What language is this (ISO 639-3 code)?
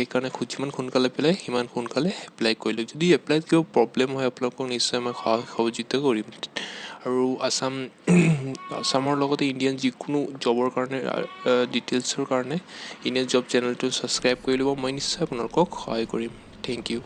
asm